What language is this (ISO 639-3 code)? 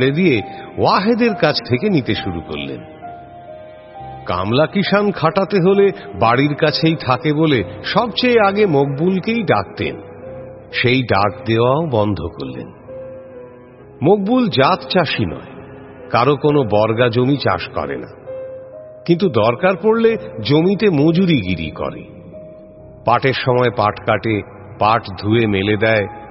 ben